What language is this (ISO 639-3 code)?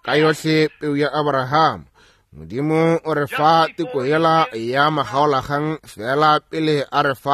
nso